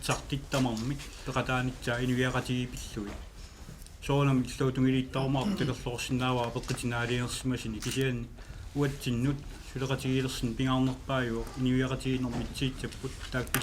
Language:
Kalaallisut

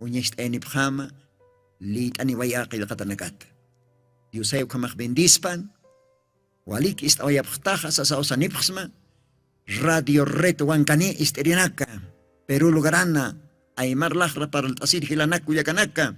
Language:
Aymara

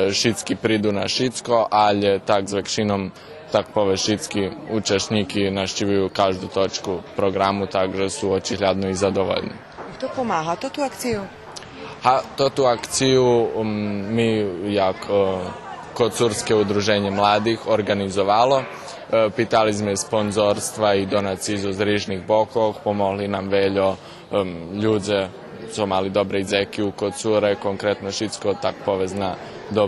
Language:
Rusyn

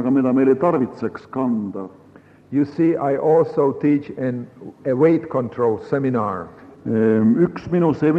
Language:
Estonian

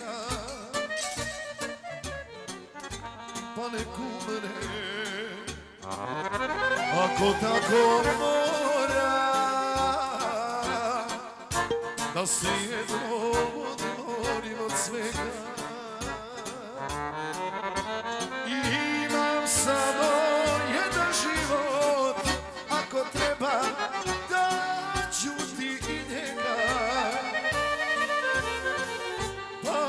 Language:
Serbian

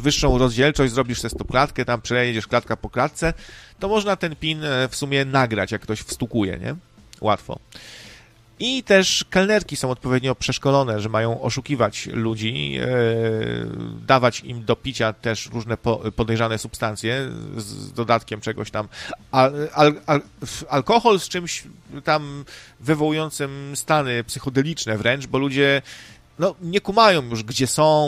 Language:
Polish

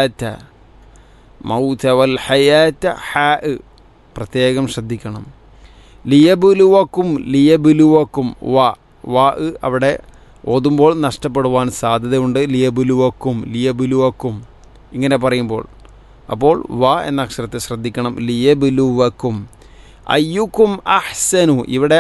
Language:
Malayalam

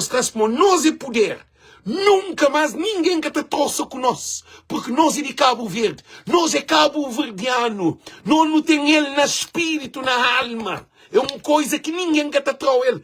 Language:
Kabuverdianu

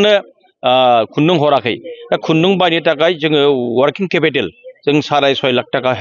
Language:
Bodo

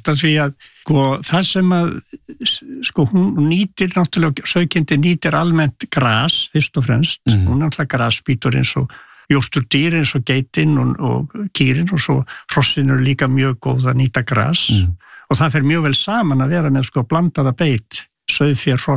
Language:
Icelandic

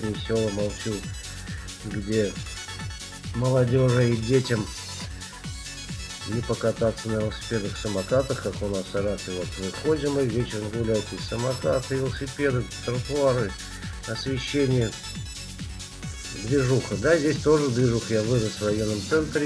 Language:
Russian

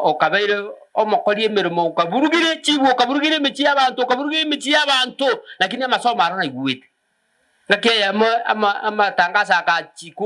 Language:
Gusii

